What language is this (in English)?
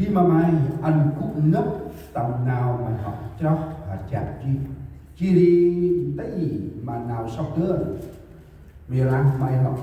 Central Mnong